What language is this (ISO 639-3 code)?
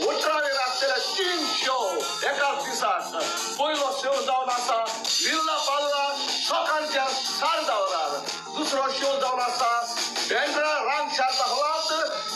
kok